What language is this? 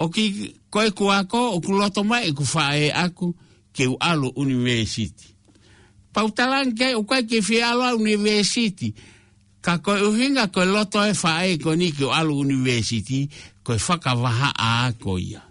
Tongan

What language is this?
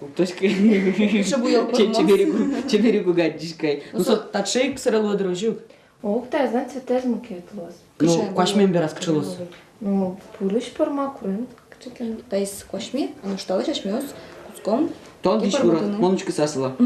Udmurt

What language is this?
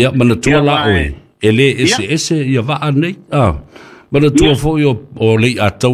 Samoan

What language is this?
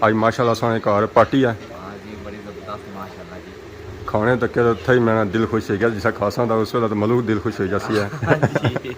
Pahari-Potwari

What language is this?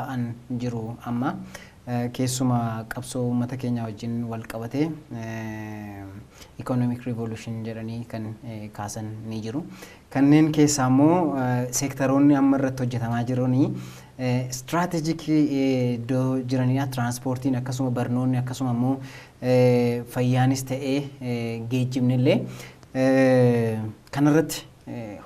Oromo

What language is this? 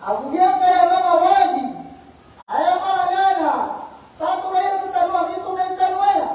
Maranao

